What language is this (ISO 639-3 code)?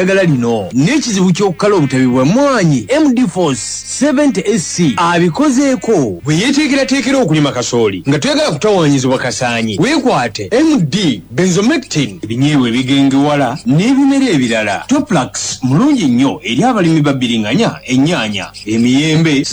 lug